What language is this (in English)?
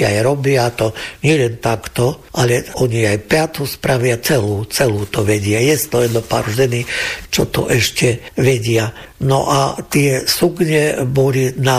Slovak